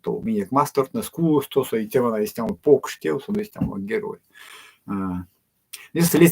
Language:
Erzya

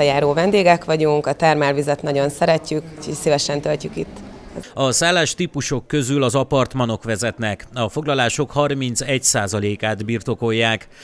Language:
Hungarian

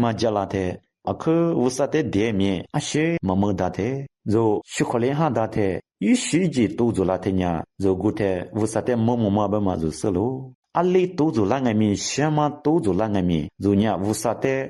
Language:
Lisu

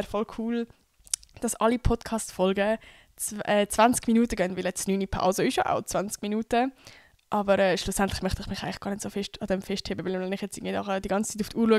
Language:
Swiss German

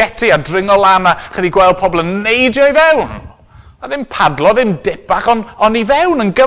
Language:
Welsh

